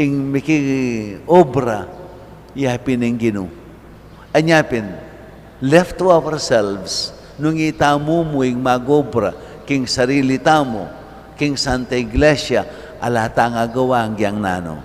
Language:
Pampanga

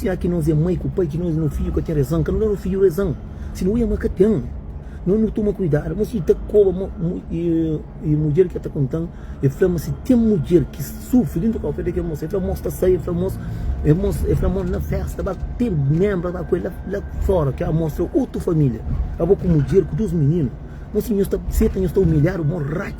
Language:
Kabuverdianu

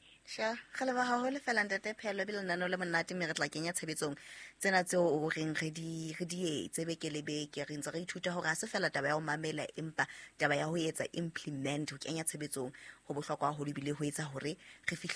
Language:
Southern Sotho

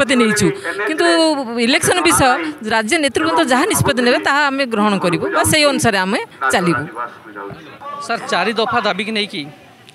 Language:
Odia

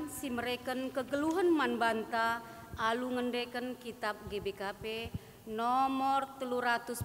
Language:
Batak Karo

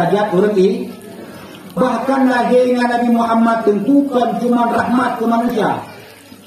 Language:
Achinese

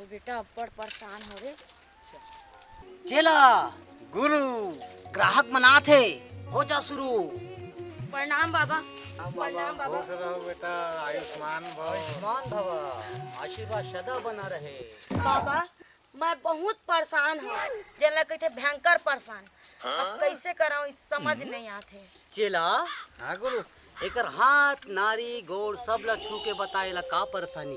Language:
Chhattisgarhi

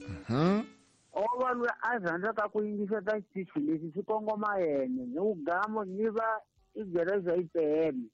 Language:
Tsonga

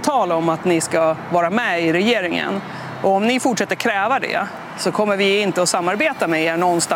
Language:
Swedish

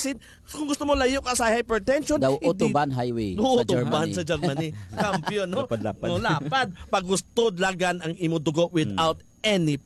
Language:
Hiligaynon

